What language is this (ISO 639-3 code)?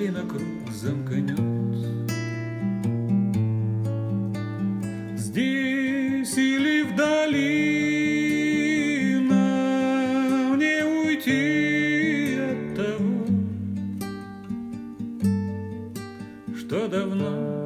rus